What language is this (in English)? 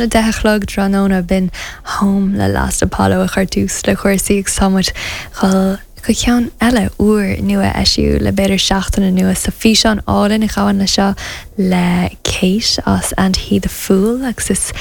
Irish